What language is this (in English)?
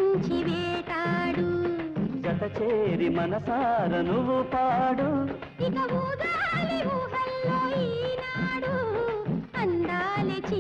Telugu